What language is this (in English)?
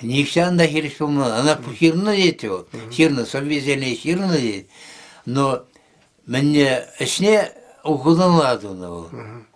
Chuvash